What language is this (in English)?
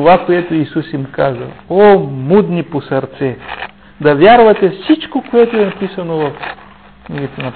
Bulgarian